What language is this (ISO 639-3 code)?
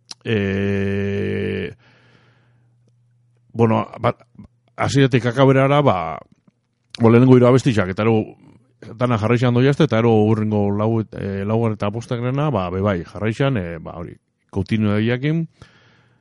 eus